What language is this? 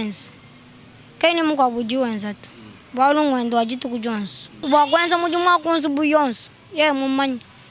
Luba-Lulua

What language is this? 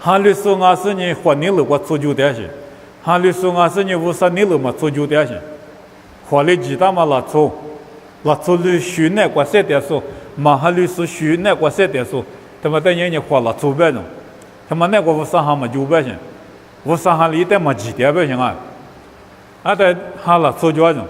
Lisu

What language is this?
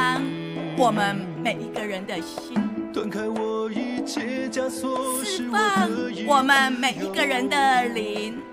Chinese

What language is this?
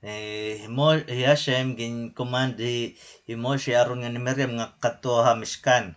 Waray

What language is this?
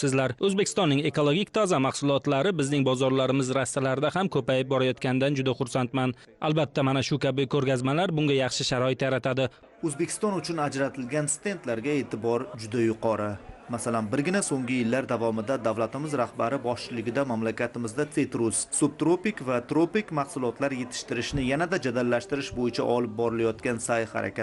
Uzbek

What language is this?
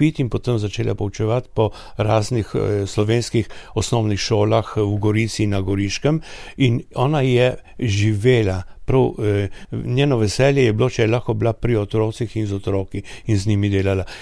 Slovenian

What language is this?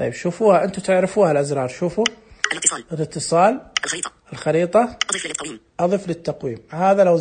Najdi Arabic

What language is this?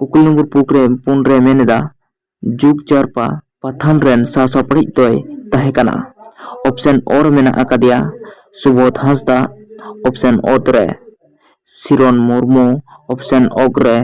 Santali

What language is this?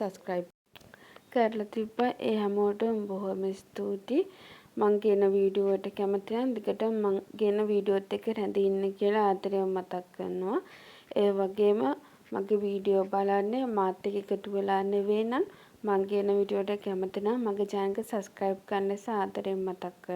Sinhala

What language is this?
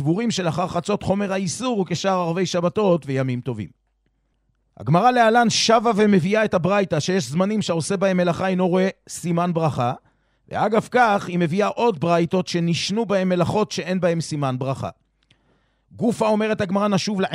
Hebrew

